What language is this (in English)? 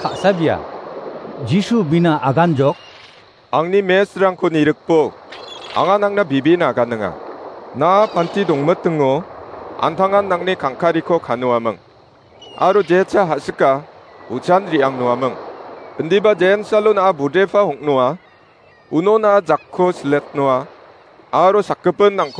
Garo